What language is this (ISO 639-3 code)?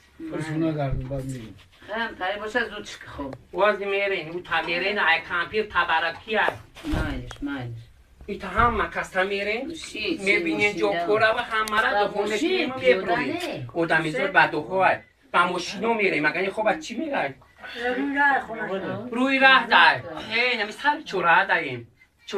tgk